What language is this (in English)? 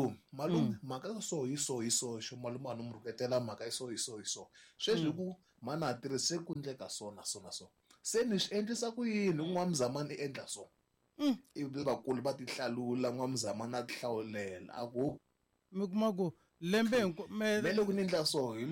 Tsonga